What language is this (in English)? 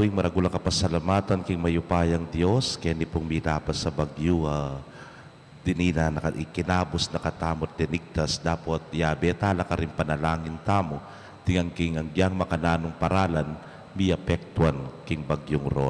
Pampanga